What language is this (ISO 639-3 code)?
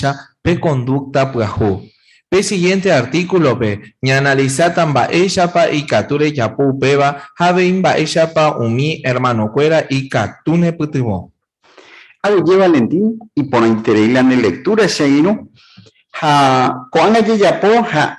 grn